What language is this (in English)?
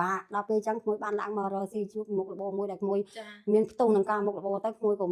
Khmer